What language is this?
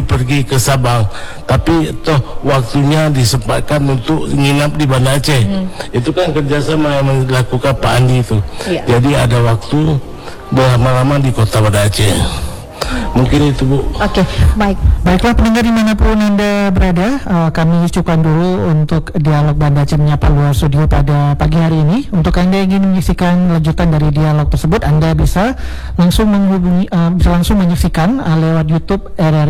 Indonesian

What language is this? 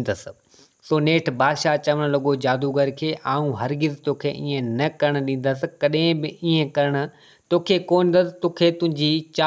Sindhi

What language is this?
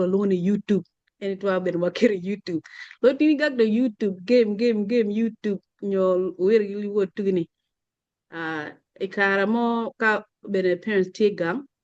Acoli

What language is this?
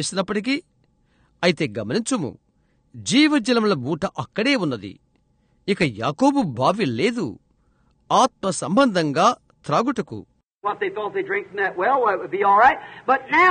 Telugu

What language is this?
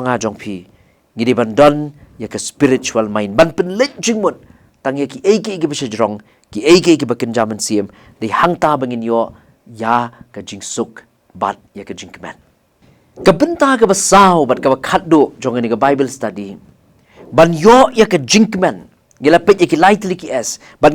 Khasi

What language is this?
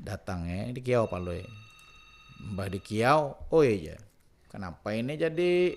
Banjar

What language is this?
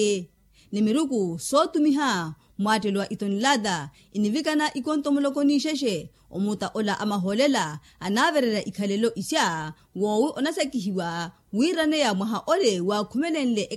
Makhuwa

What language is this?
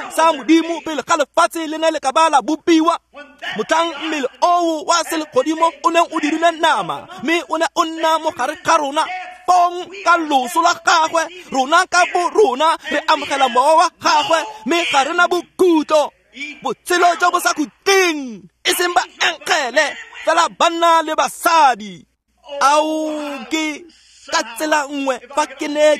Tswana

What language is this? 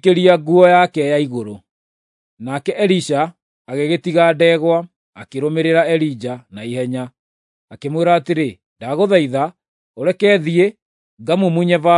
Kikuyu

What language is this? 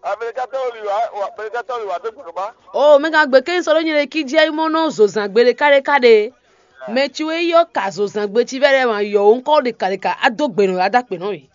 Fon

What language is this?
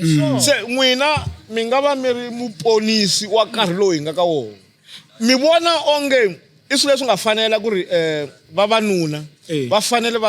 Tsonga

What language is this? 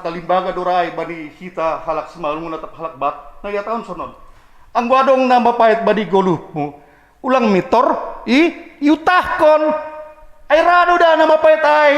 Batak Simalungun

